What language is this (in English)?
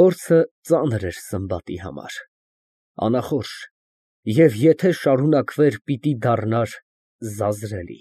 Armenian